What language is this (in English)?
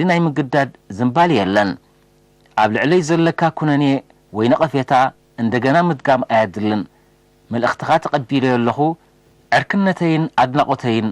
Tigrinya